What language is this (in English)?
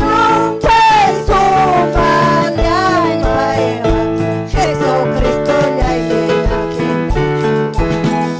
Ayacucho Quechua